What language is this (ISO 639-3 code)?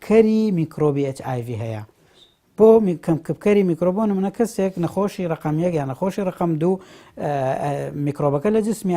ckb